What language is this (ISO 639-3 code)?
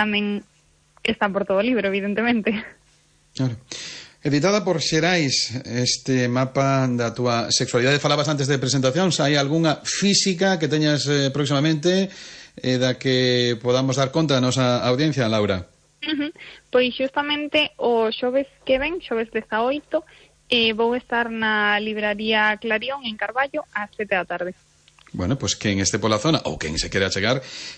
glg